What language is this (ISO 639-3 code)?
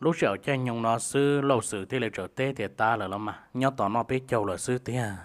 hmn